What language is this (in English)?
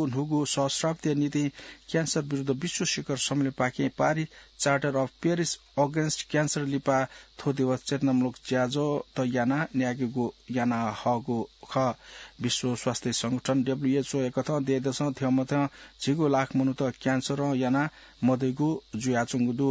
Newari